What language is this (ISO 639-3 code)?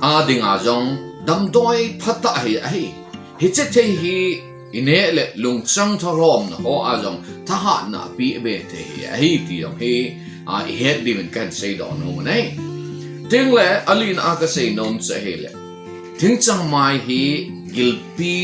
tcz